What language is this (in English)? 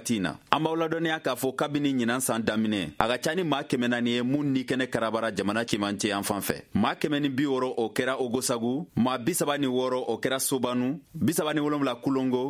Bambara